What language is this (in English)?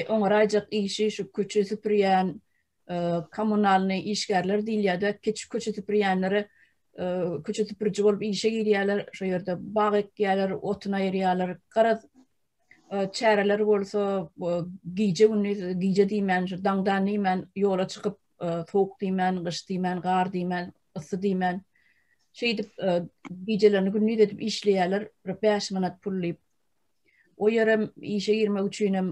Turkmen